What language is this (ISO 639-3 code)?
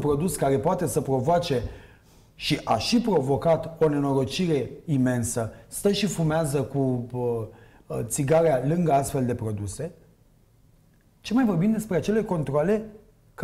ron